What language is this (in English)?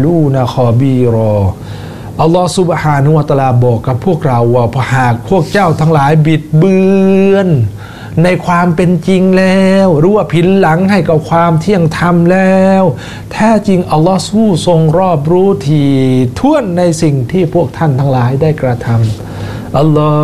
Thai